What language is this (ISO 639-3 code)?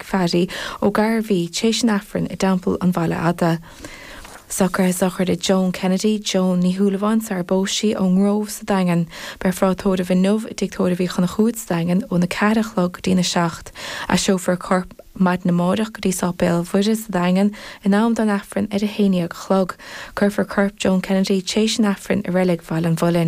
gle